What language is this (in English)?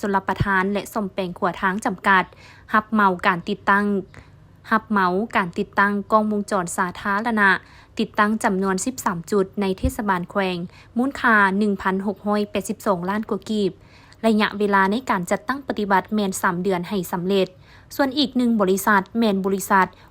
Lao